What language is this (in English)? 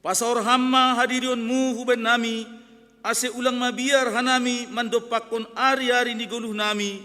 Batak Simalungun